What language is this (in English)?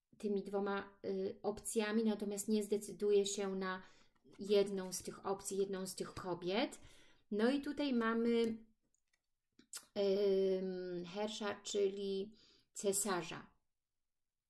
Polish